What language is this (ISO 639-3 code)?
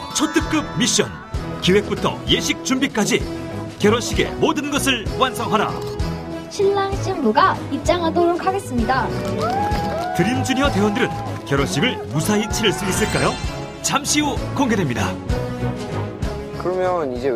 kor